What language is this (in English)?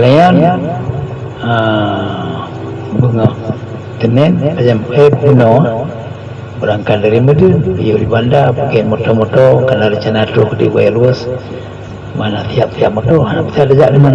Achinese